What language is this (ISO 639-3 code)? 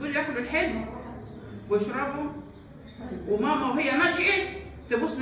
arz